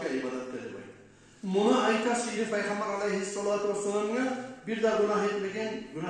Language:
Kumyk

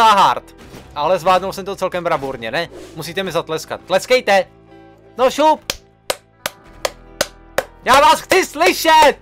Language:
Czech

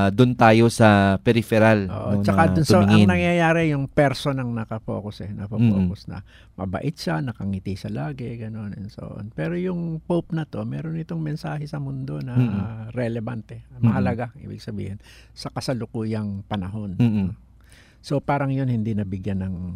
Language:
Filipino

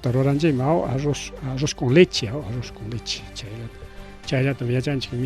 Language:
Ayacucho Quechua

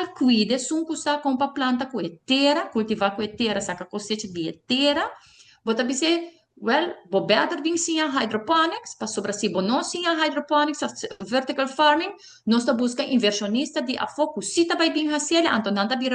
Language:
Papiamento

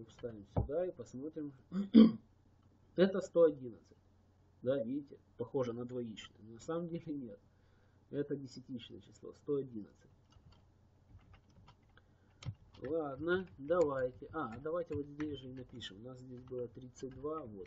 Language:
Russian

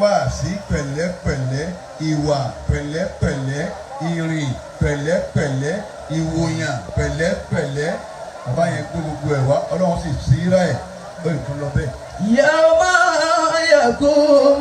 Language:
Yoruba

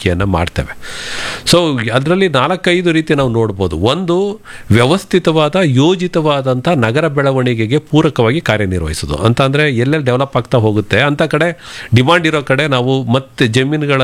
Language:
Kannada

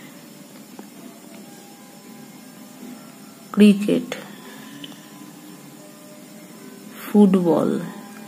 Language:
Bangla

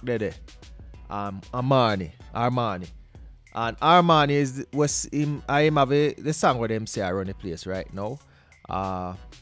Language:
Jamaican Creole English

